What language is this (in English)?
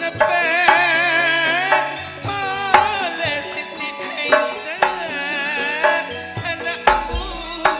Madurese